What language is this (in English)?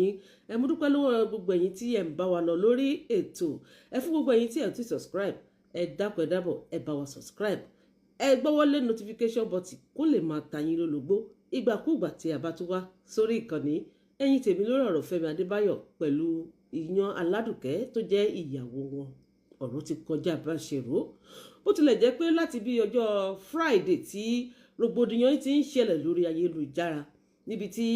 Yoruba